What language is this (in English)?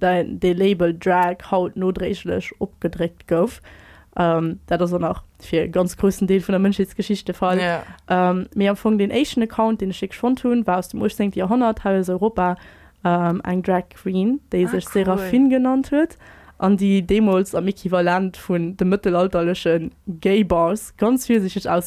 Luxembourgish